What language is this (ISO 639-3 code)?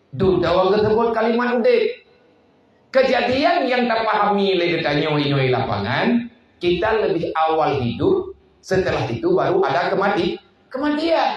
ace